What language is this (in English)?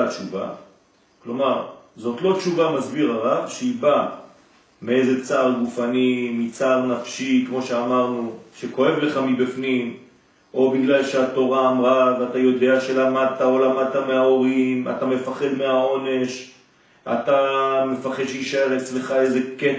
Hebrew